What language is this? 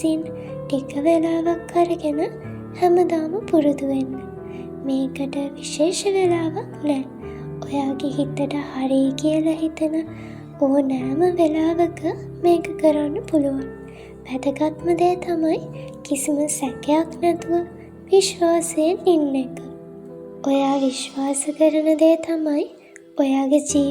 Sinhala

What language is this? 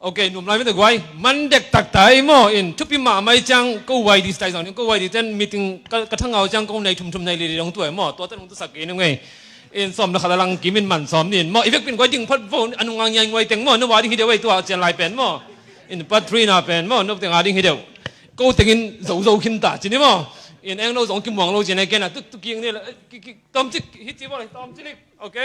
Tedim Chin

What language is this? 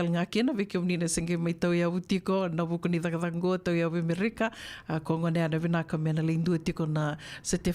Fijian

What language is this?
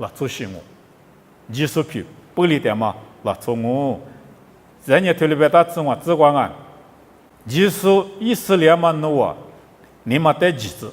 Lisu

